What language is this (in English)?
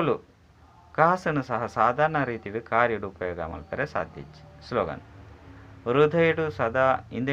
Tulu